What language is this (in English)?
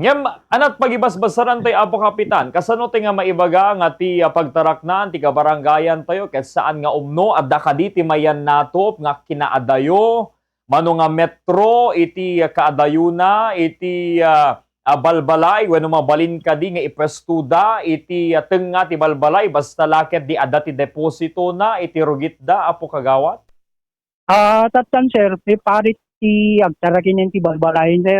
Iloko